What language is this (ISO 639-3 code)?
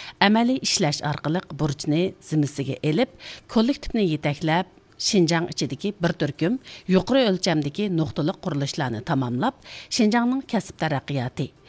uig